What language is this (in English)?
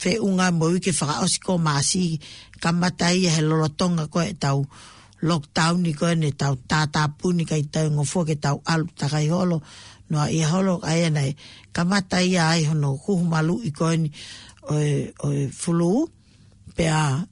Tongan